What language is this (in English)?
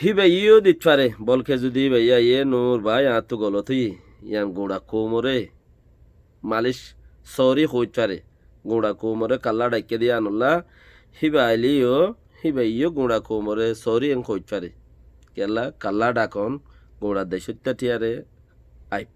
Rohingya